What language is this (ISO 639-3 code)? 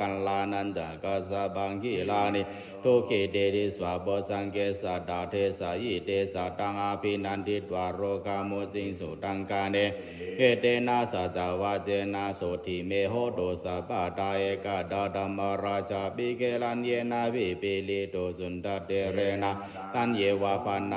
pli